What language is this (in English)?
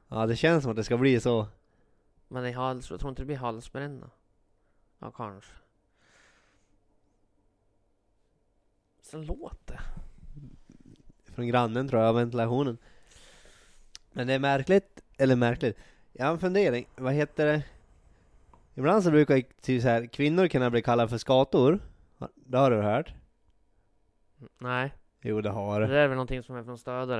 Swedish